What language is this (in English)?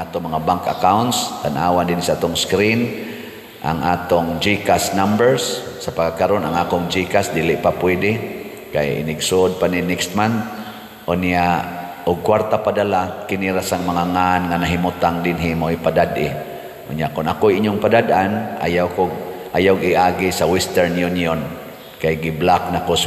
Cebuano